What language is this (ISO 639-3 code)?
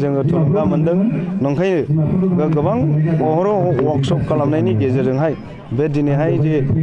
brx